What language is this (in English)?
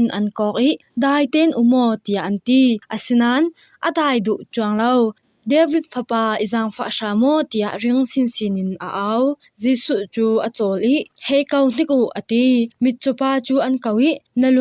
Falam Chin